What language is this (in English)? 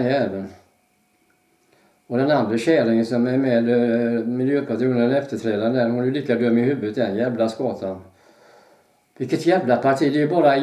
Swedish